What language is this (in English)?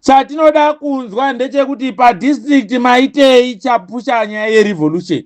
Shona